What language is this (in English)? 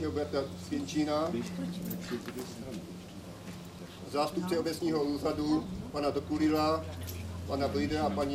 Czech